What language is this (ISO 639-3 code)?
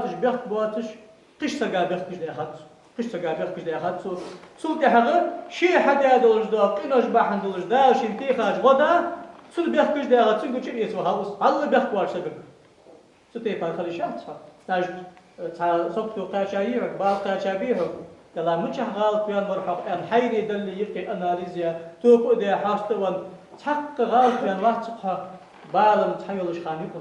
inh